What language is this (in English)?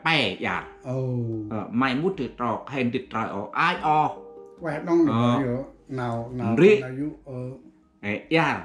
Central Mnong